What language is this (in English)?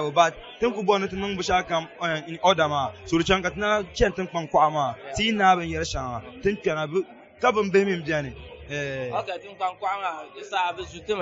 Dagbani